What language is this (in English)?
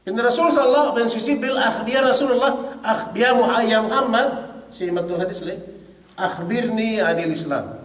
Yakan